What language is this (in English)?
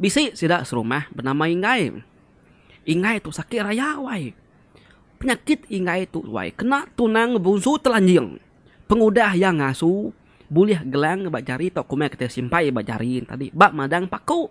Iban